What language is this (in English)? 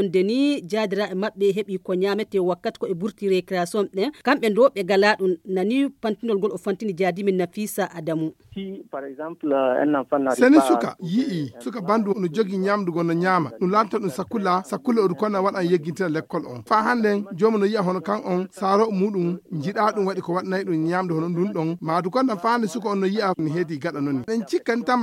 Fula